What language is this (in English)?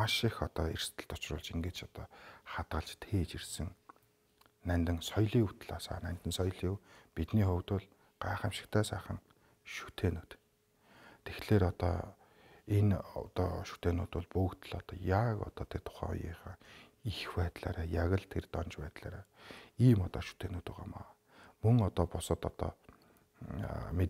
Mongolian